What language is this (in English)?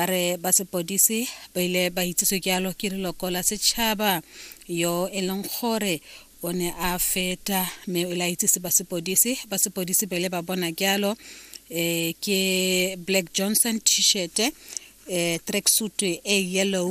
Tswana